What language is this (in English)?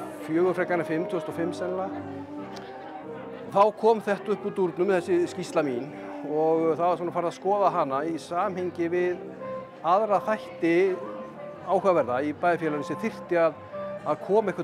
Icelandic